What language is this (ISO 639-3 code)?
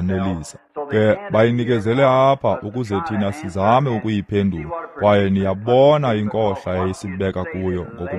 xho